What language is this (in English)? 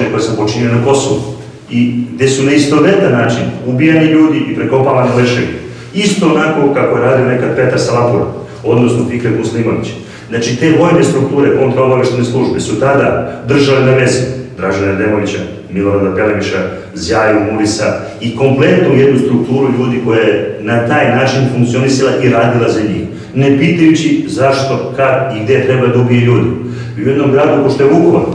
Serbian